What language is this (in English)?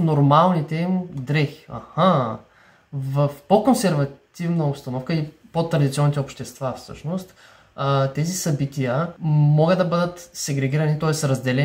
Bulgarian